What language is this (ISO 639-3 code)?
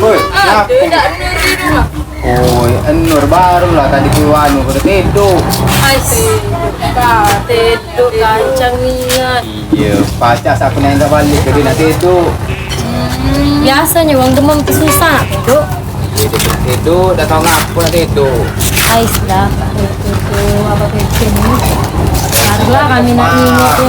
mui